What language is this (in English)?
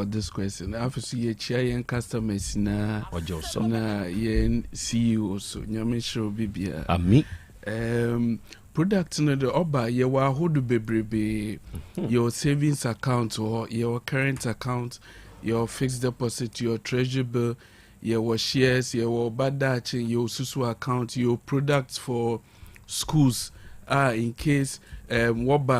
Akan